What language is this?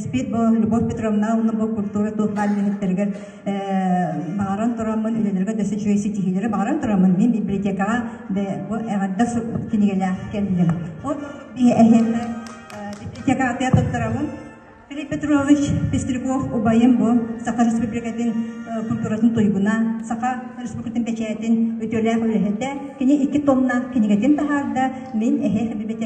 Yakut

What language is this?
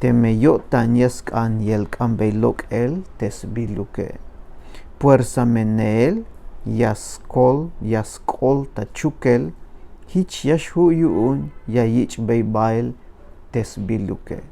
Tzeltal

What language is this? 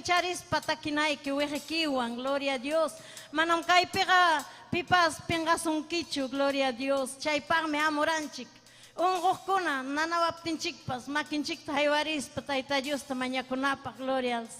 Ayacucho Quechua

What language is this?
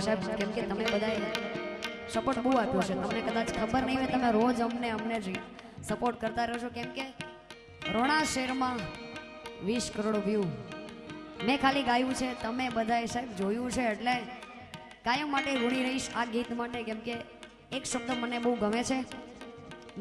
Gujarati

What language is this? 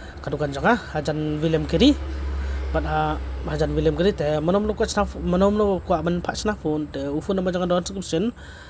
Khasi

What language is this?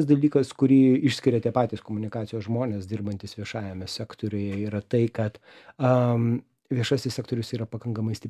Lithuanian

